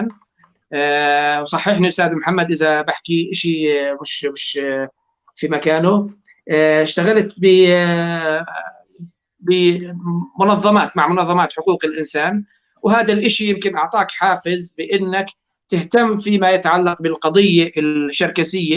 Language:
North Levantine Arabic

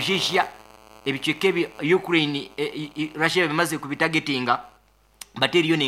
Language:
Nyankole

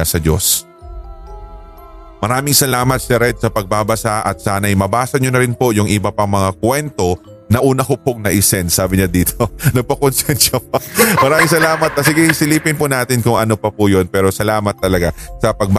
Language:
Filipino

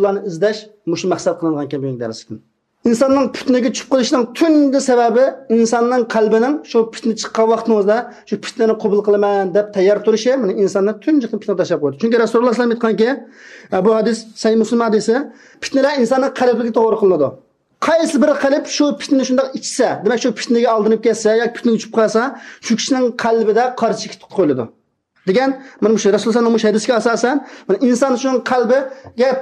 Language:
Uyghur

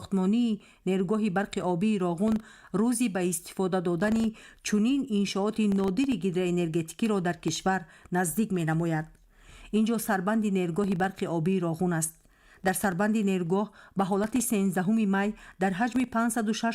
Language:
Tajik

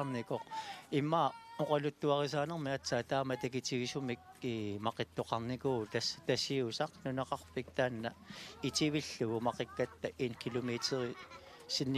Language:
Kalaallisut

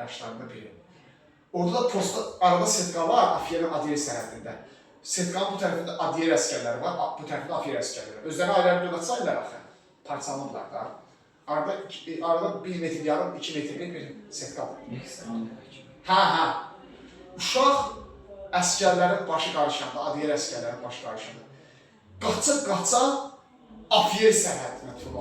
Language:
Azerbaijani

